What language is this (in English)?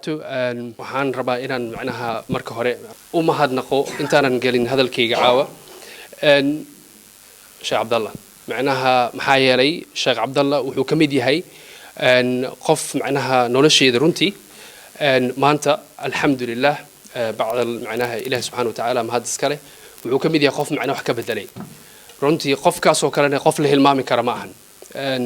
Somali